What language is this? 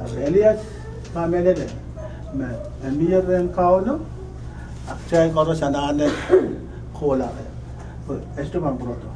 Pohnpeian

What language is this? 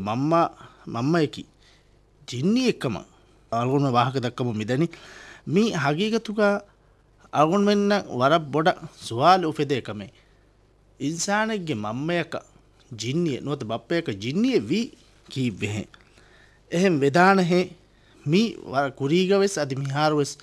Divehi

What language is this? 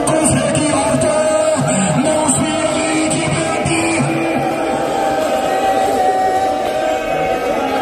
Urdu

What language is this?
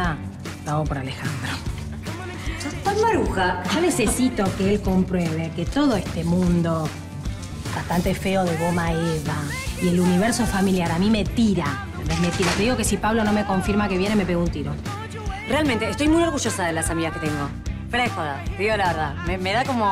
Spanish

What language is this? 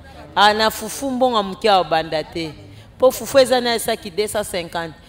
Lingala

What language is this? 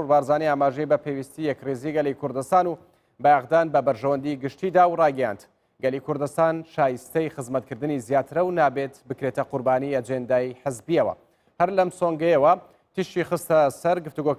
Central Kurdish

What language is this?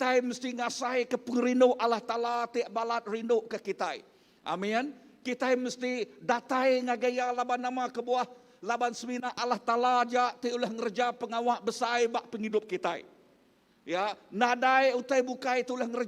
Iban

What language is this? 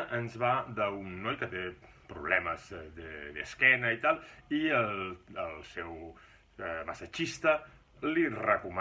Catalan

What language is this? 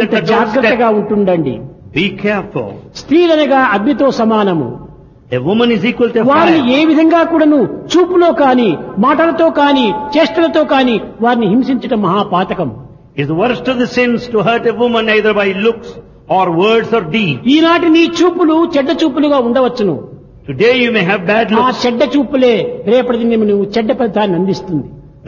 Telugu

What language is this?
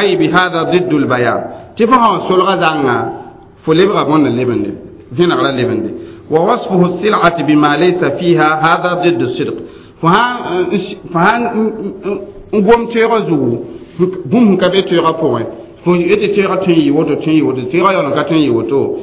Mossi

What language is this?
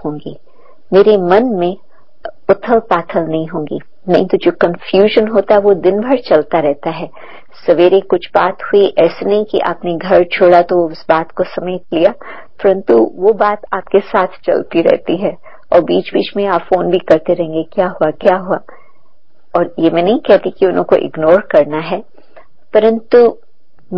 Hindi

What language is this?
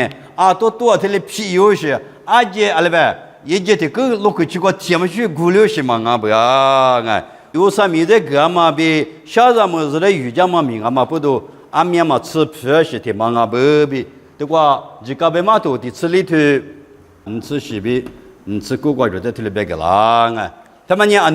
Lisu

